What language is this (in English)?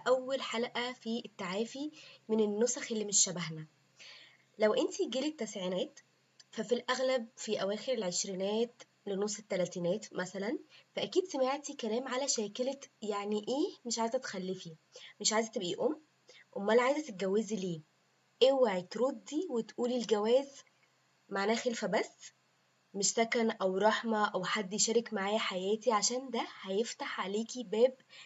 Egyptian Arabic